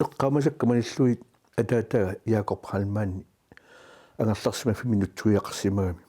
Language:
Kalaallisut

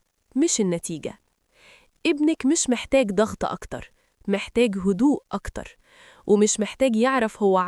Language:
Egyptian Arabic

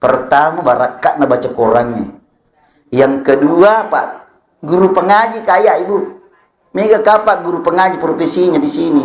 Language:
Buginese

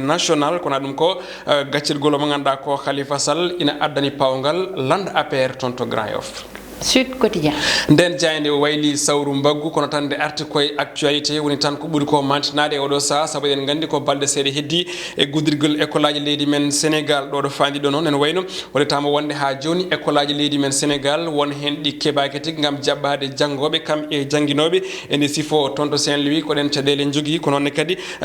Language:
Fula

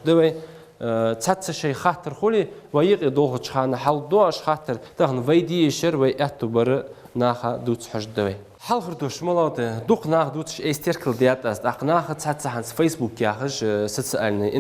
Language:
Ingush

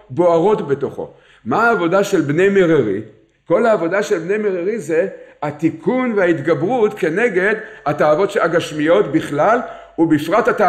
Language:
Hebrew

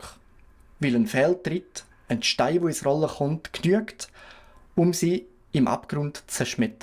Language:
Swiss German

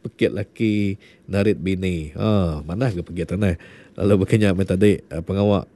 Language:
Iban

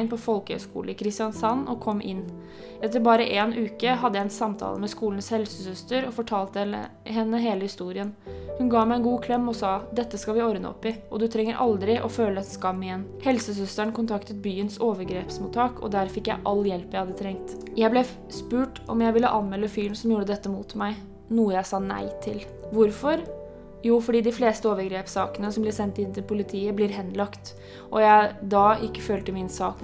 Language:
Norwegian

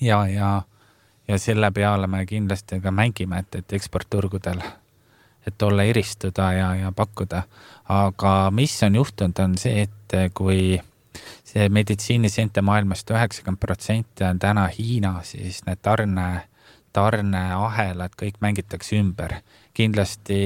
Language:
Estonian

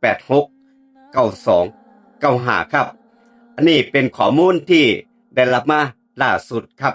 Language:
Lao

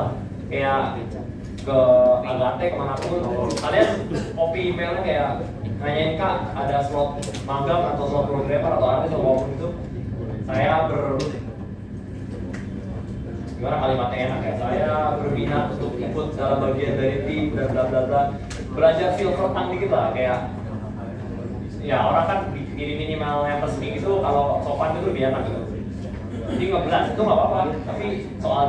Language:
Indonesian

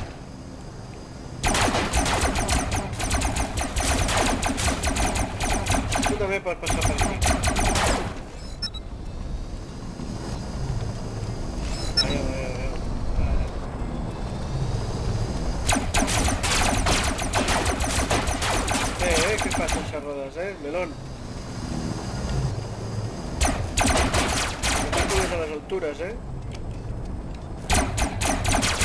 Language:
Catalan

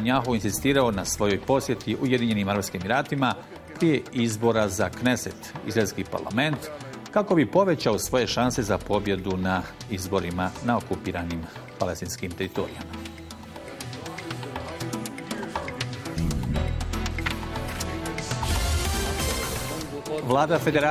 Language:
Bosnian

